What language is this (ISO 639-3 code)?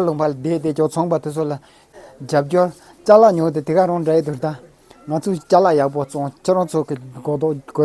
bod